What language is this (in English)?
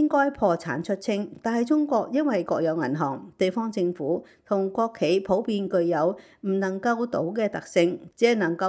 Cantonese